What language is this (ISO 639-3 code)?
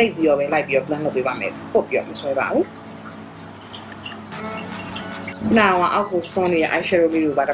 mya